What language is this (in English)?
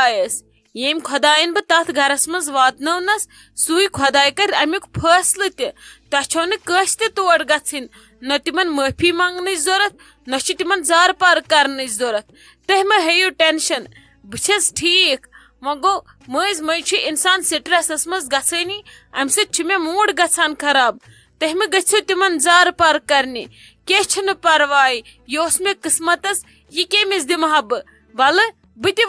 Kashmiri